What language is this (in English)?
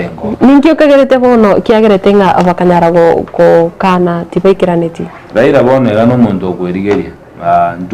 Gusii